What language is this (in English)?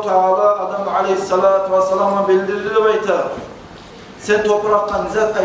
Kumyk